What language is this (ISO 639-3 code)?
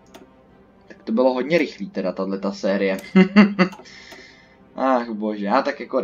ces